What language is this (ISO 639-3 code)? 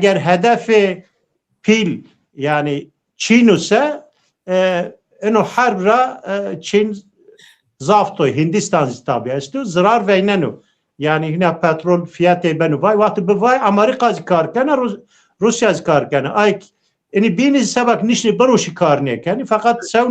zza